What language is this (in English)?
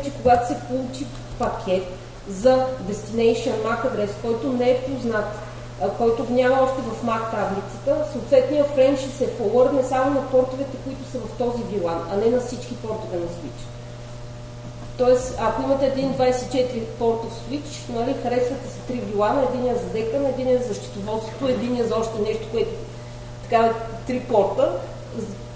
Bulgarian